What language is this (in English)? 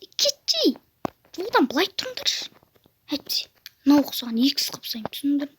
Kazakh